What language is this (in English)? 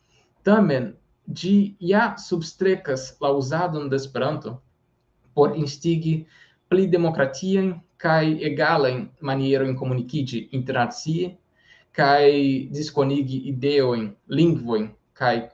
Esperanto